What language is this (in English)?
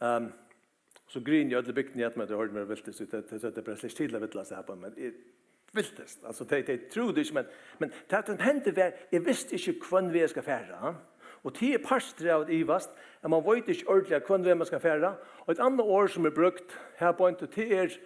Faroese